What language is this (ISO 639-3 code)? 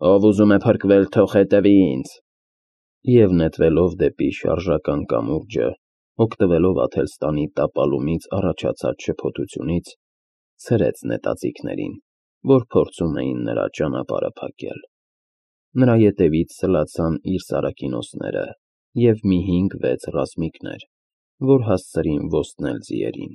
hye